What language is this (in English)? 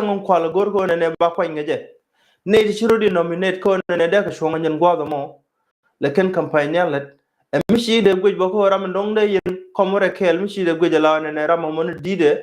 Nuer